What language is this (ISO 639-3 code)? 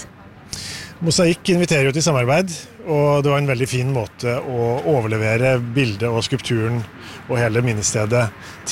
nor